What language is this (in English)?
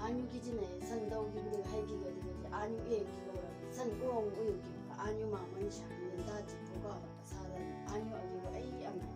Chang Naga